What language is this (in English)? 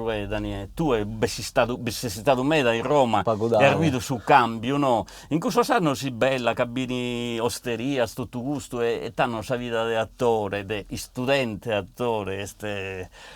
Sardinian